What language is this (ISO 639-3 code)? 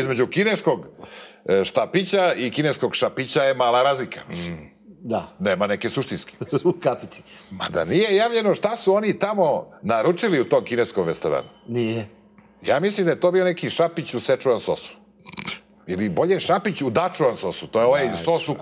srp